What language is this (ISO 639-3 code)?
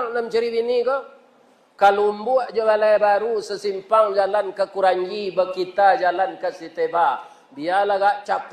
min